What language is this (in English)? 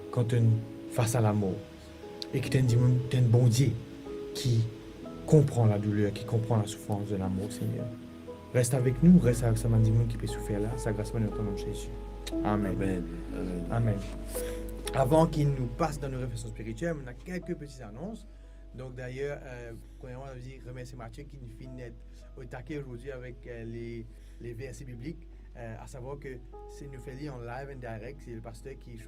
Morisyen